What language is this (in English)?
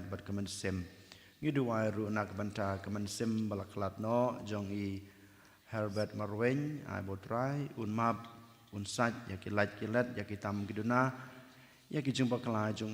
Khasi